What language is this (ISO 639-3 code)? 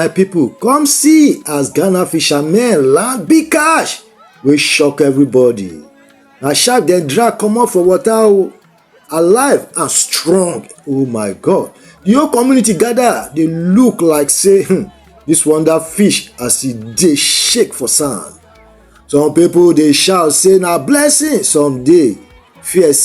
pcm